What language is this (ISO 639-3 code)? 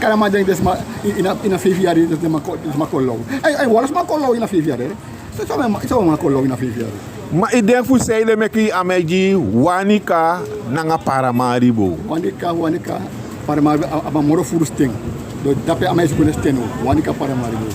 srn